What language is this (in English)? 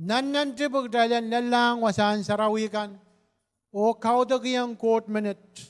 Pohnpeian